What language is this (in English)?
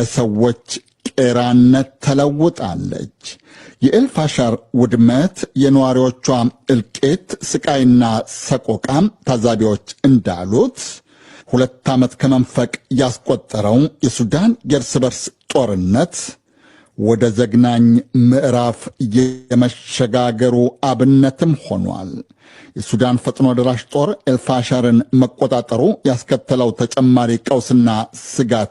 Amharic